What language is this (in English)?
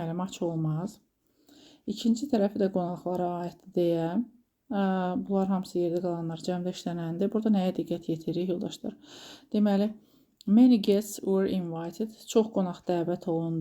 Azerbaijani